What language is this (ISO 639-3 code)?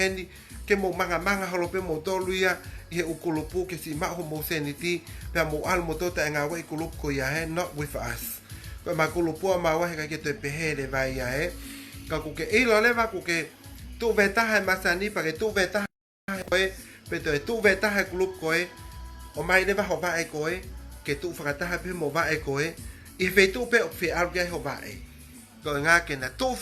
ton